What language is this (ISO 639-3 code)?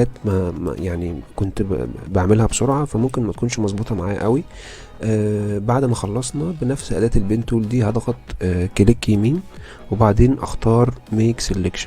arz